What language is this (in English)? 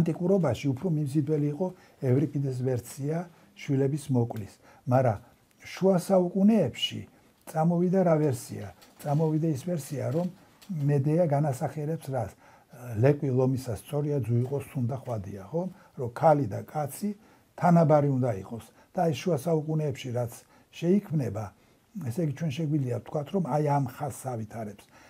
Georgian